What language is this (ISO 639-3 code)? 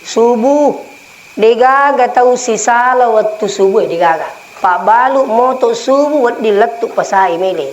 bug